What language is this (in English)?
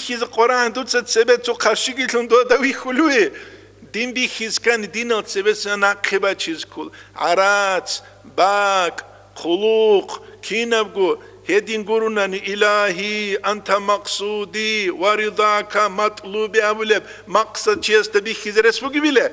Avaric